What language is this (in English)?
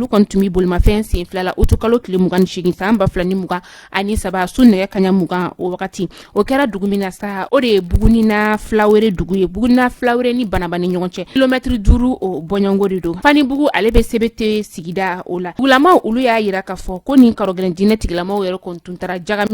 Bambara